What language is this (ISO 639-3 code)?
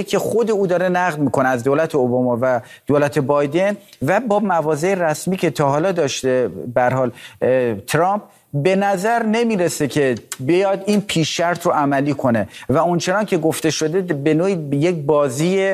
fas